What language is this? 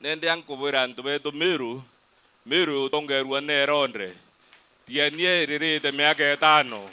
Meru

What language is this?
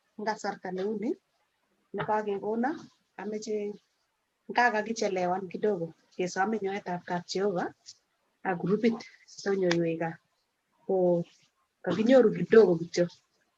Kalenjin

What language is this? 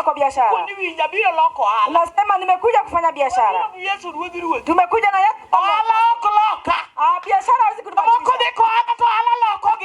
Luo (Kenya and Tanzania)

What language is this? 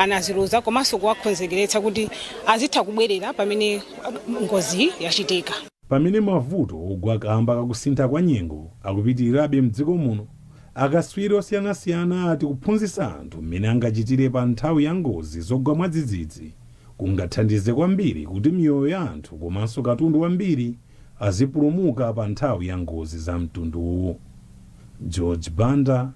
Nyanja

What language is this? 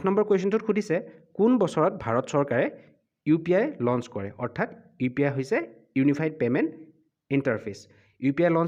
Assamese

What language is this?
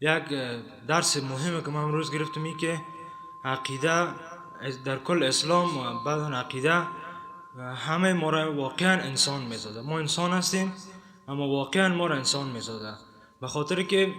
Persian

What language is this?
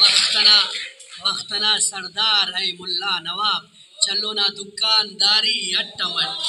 Brahui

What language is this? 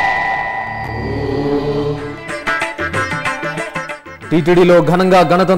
Telugu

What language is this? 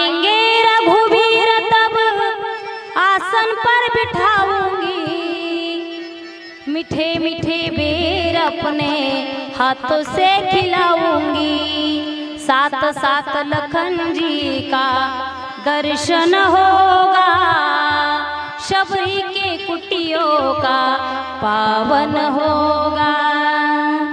Marathi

